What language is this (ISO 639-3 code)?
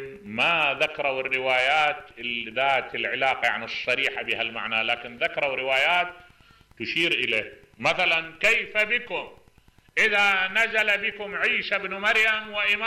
acm